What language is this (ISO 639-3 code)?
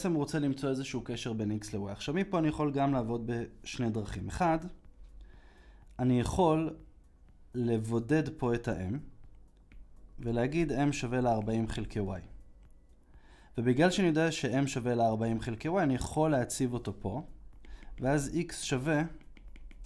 heb